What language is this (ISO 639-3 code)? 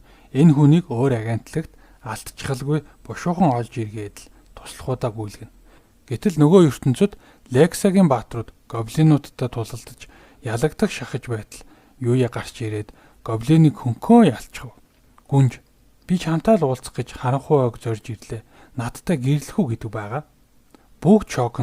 mon